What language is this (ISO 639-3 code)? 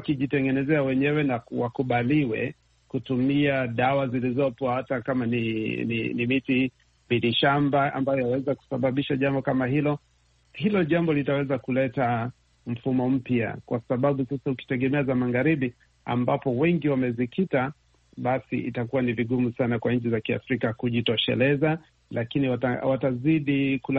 swa